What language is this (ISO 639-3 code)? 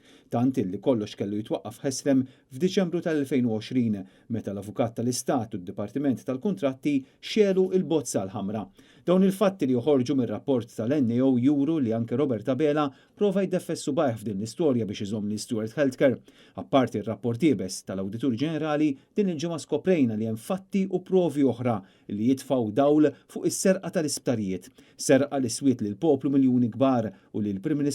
mlt